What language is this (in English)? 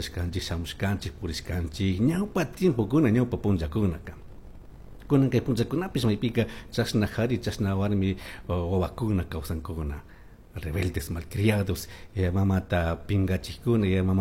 Chimborazo Highland Quichua